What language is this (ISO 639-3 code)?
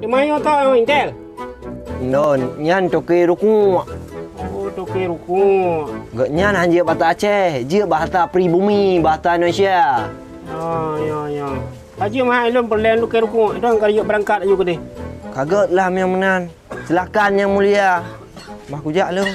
ace